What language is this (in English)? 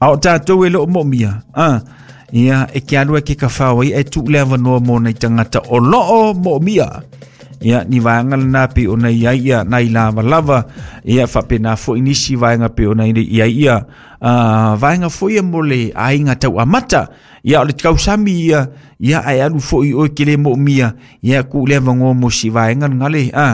Samoan